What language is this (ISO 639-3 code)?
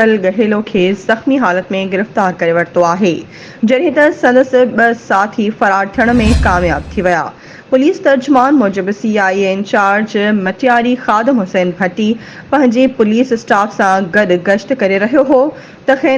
snd